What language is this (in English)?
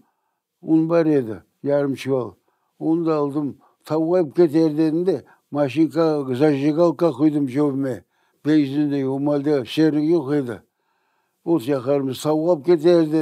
Crimean Tatar